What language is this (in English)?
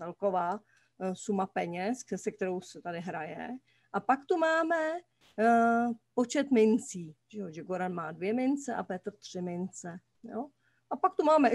Czech